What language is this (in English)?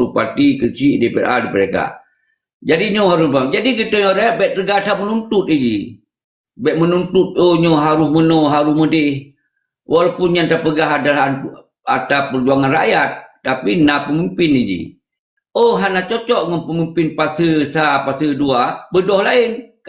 Achinese